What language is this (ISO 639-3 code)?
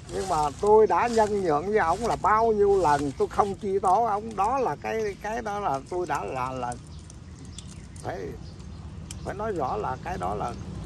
vie